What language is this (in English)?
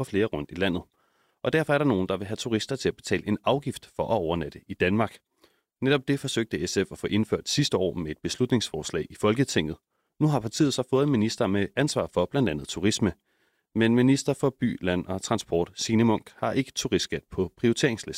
Danish